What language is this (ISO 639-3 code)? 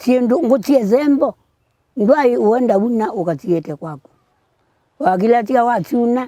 kam